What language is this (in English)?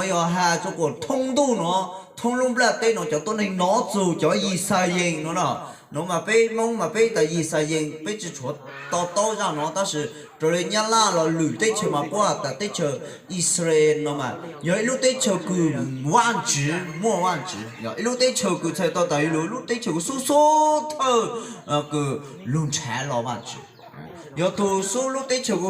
Hmong